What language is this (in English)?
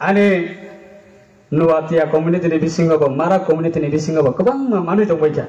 Riang (India)